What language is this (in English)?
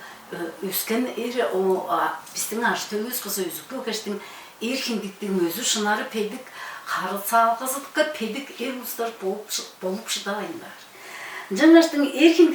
Tuvinian